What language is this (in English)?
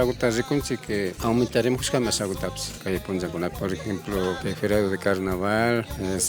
Imbabura Highland Quichua